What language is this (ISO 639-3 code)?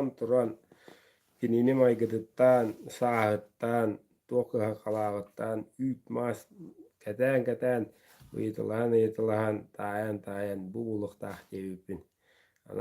sah